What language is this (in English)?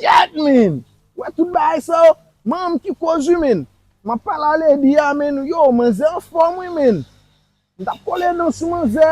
Haitian Creole